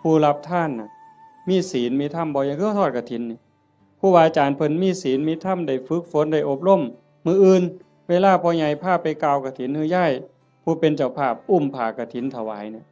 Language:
Northeastern Thai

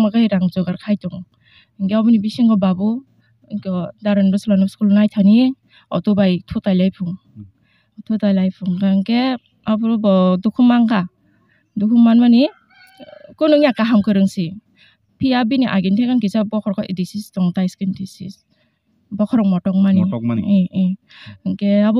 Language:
Kok Borok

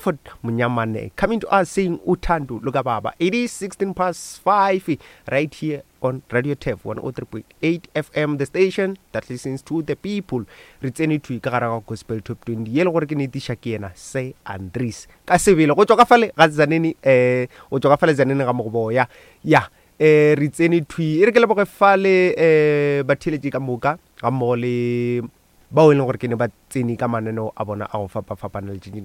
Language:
Northern Sotho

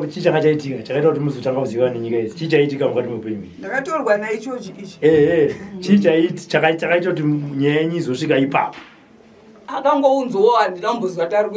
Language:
Shona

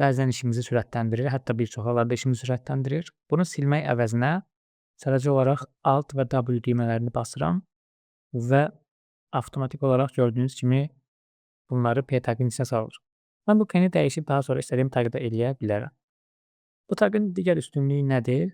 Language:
Azerbaijani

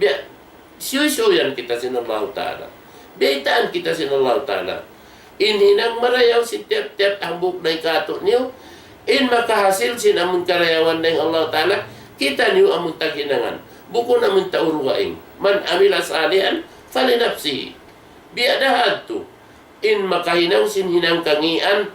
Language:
Tausug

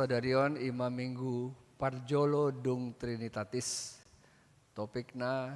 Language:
Batak Toba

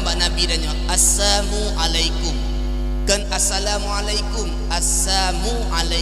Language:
Achinese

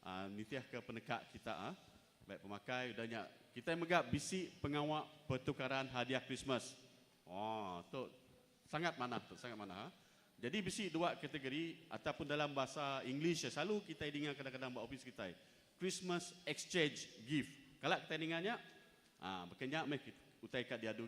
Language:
Iban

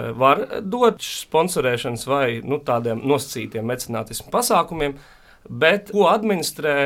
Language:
Latvian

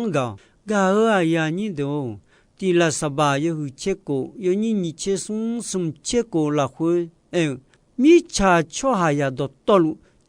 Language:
Akha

